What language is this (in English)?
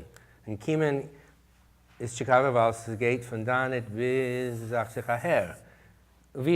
Yiddish